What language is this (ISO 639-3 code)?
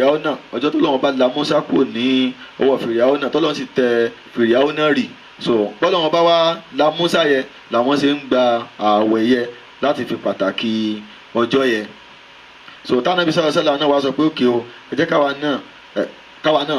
yor